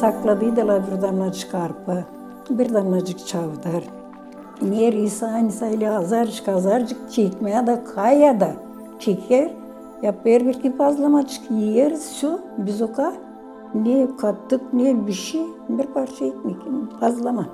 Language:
Gagauz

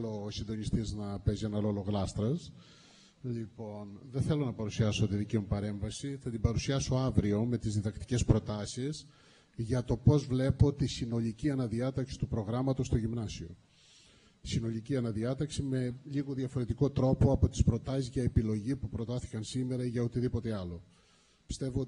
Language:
Greek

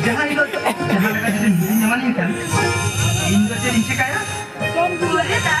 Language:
Santali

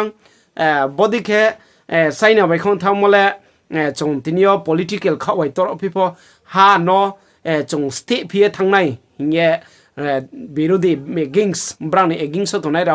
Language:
Riang (India)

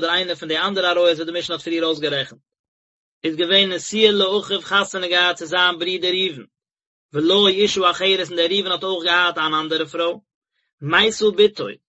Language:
Yiddish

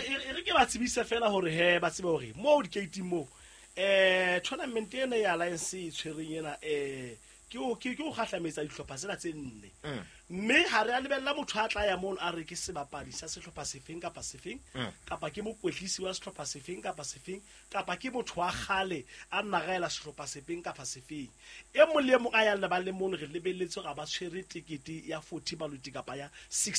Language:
Southern Sotho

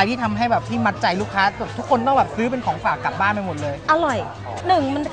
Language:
Thai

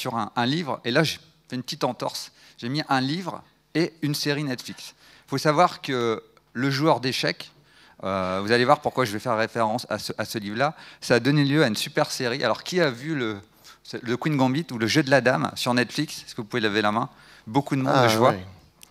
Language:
French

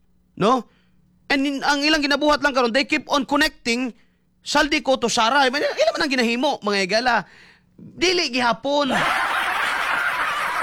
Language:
Cebuano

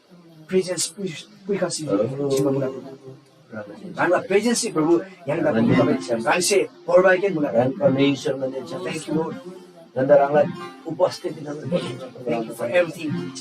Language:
Eastern Tamang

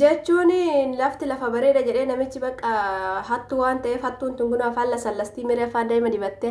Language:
Oromo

